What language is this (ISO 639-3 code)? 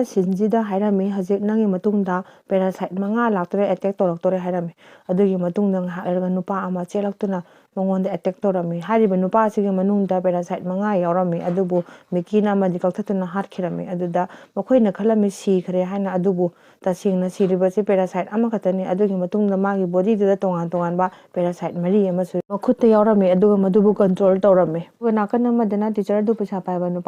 mni